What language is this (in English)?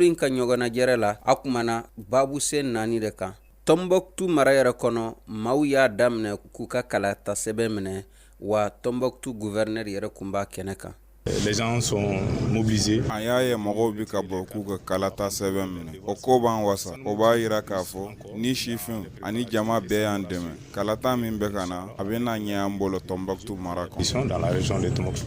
Bambara